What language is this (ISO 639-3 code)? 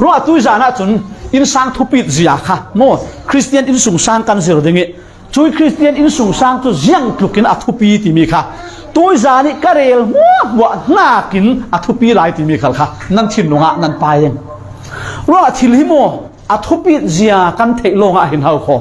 cfm